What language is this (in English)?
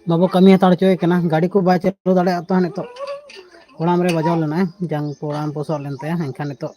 Santali